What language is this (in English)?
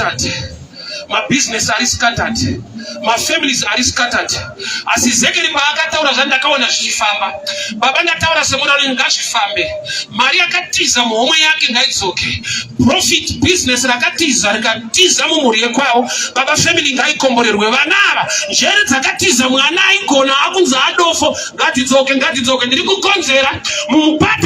Shona